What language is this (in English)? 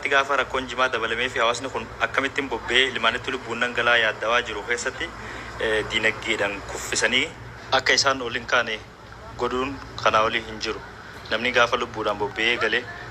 Oromo